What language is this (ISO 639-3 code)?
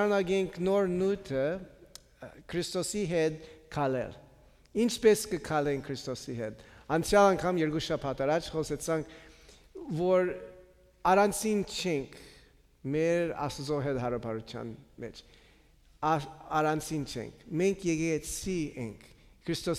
hye